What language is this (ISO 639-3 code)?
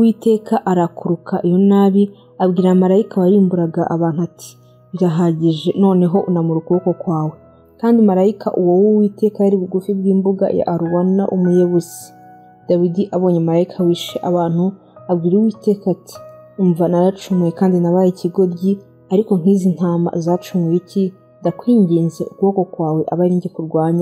kin